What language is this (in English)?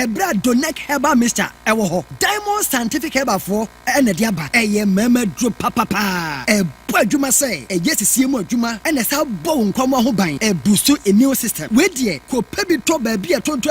Akan